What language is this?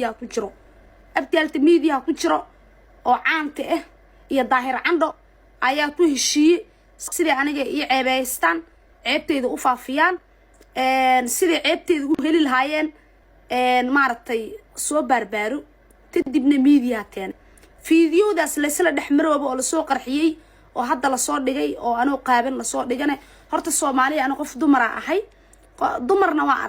Somali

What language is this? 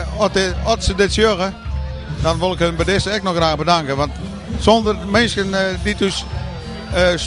Western Frisian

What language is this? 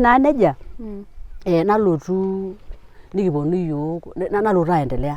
Masai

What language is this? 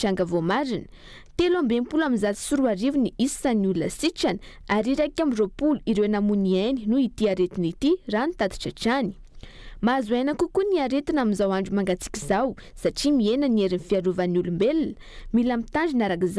Malagasy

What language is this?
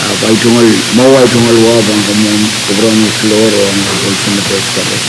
Pohnpeian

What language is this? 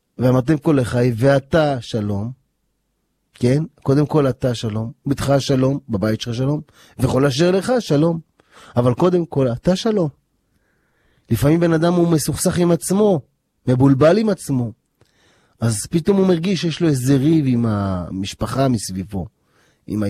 Hebrew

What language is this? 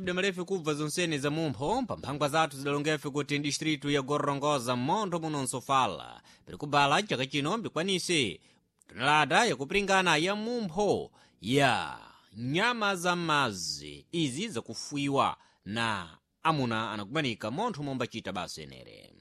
Sena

